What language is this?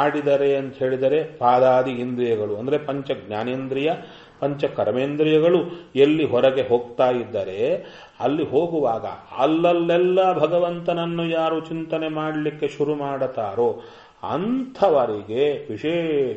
Kannada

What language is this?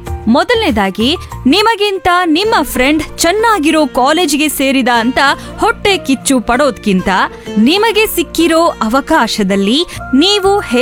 Kannada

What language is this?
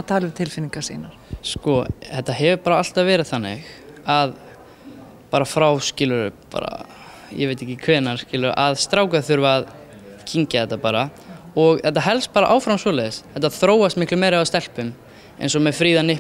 Icelandic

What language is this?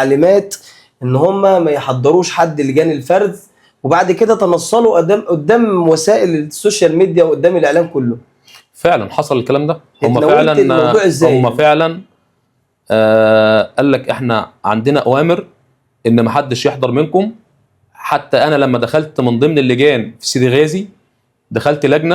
Egyptian Arabic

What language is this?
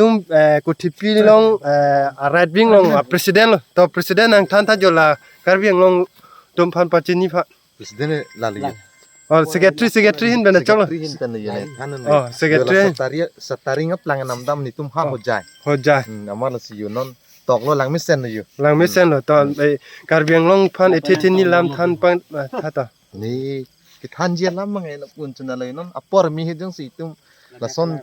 Karbi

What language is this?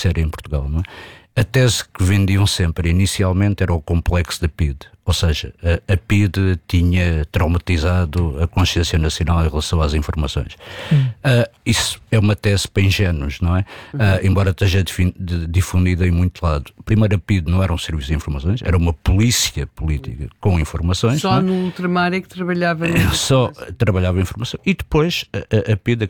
Portuguese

